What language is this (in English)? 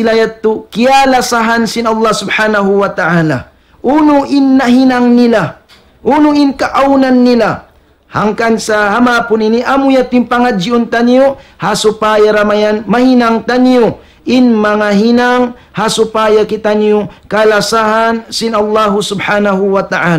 Tausug